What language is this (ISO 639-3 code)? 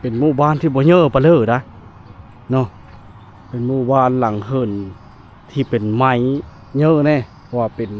lao